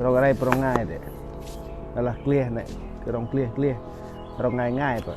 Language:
Central Mnong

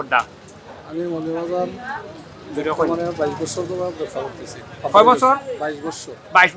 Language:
Sylheti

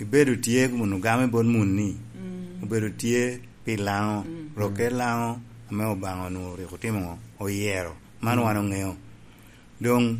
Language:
Lango (Uganda)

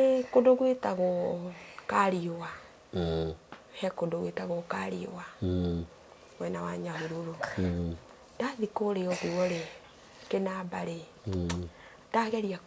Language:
Kikuyu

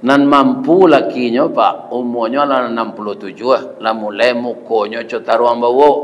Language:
Minangkabau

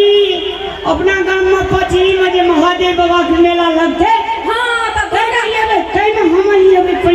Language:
Maithili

